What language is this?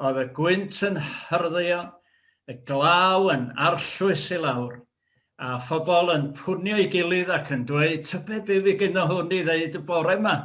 Welsh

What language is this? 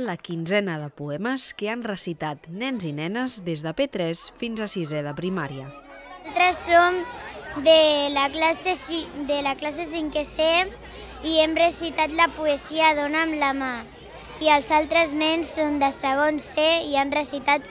Catalan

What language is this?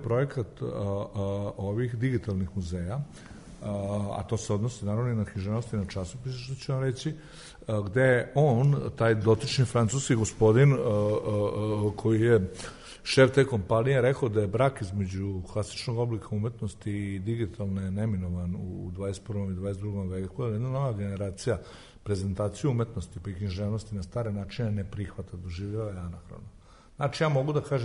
Serbian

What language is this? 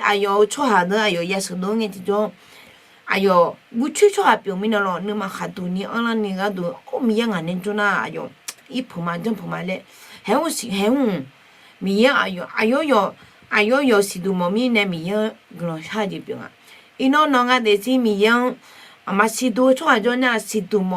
Akha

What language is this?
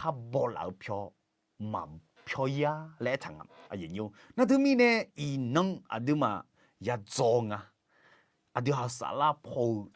Akha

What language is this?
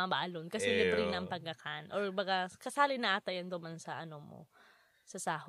Bikol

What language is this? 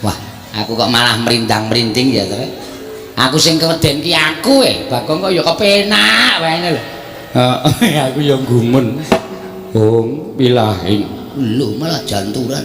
Javanese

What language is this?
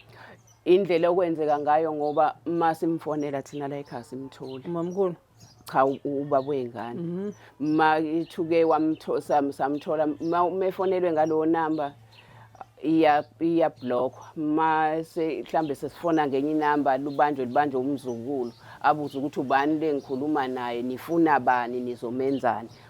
Zulu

